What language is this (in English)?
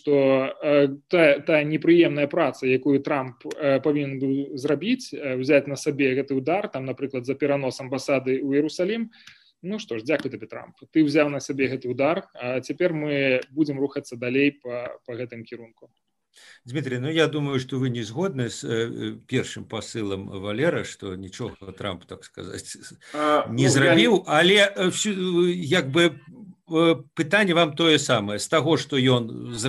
Belarusian